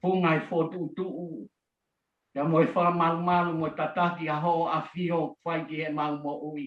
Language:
Tongan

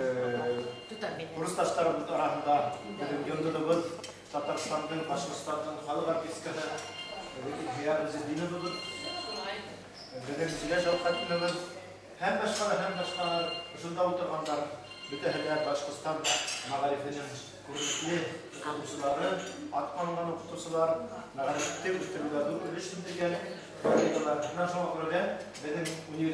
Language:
Bashkir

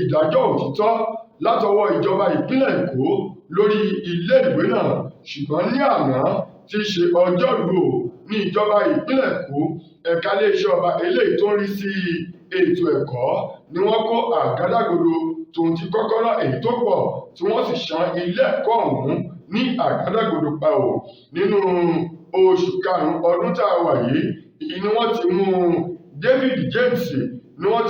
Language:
Yoruba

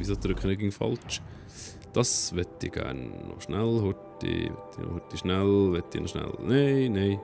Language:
Swiss German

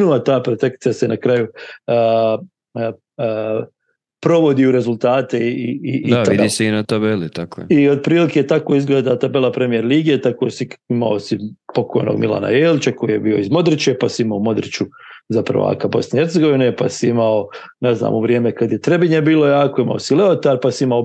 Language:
Serbian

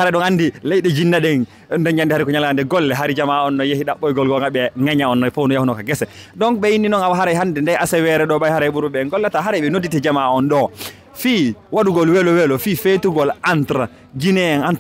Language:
Fula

